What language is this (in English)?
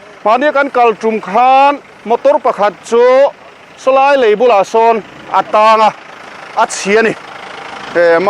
Mizo